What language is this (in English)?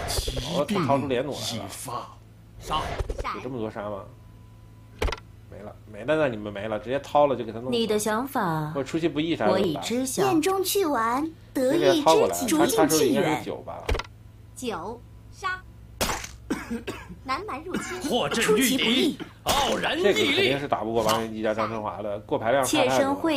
Chinese